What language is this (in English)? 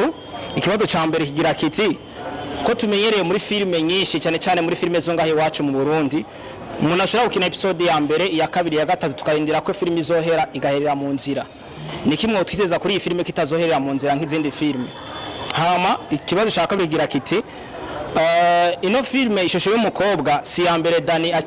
Rundi